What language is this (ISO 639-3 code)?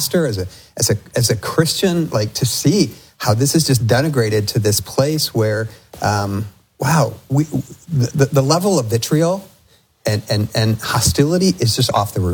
eng